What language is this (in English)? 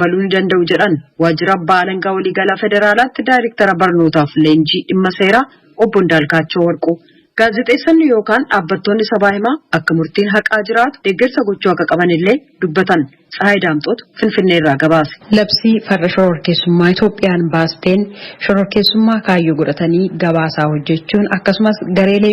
Oromo